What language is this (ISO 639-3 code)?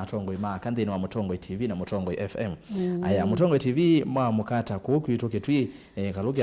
kam